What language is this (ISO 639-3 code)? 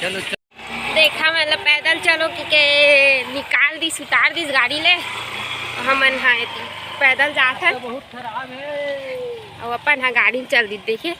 hne